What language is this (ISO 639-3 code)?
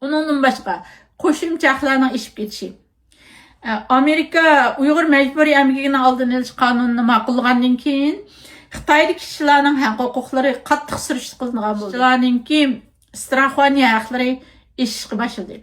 uig